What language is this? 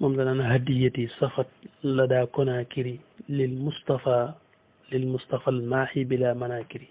Wolof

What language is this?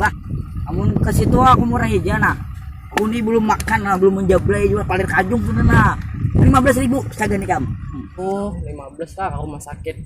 Banjar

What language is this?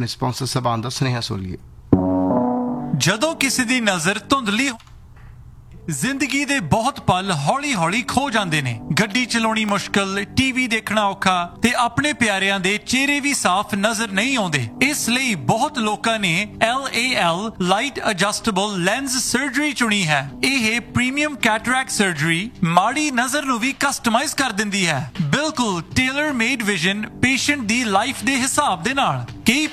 Punjabi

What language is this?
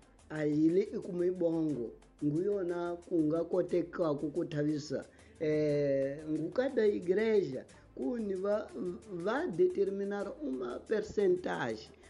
Tsonga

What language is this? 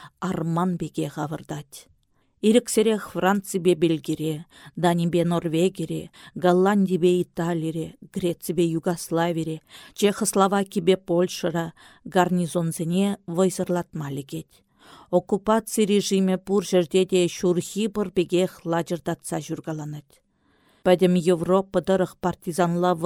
Chuvash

